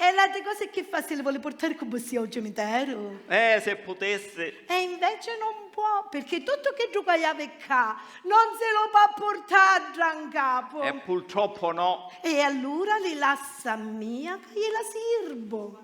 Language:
Sicilian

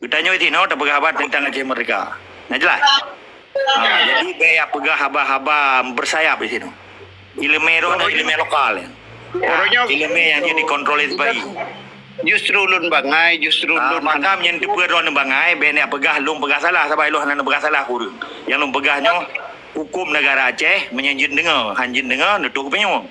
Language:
Achinese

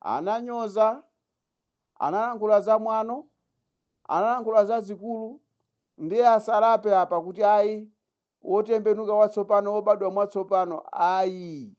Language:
Nyanja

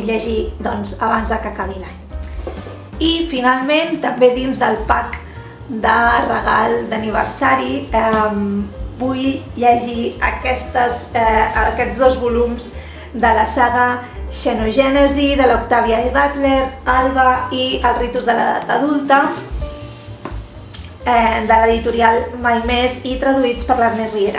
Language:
Catalan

